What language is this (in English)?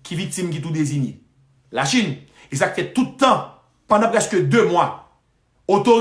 Haitian Creole